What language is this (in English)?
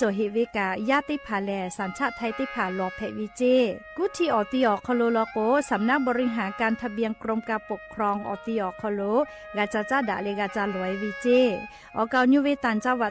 Lahu